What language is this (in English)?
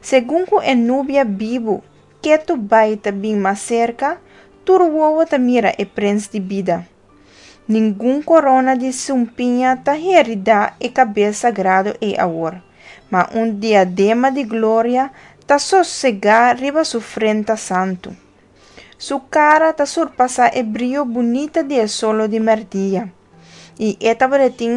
Papiamento